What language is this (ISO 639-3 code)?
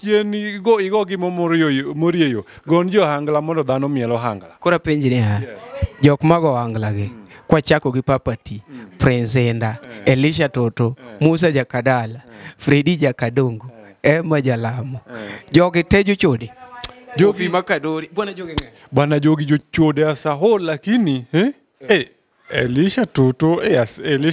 luo